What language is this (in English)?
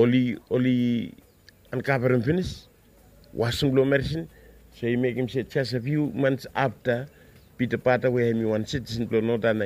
Bislama